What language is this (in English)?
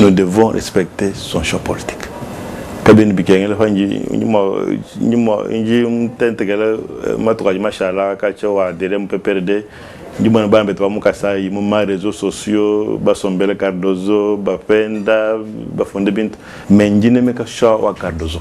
Luba-Lulua